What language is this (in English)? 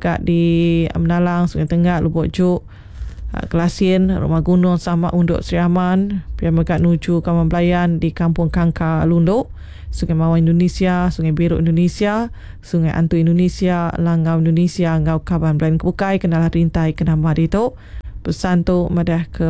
Iban